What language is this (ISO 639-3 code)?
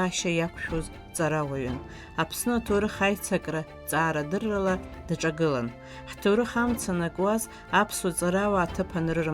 abk